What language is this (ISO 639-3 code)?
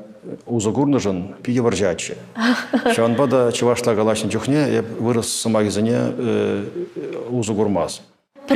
chv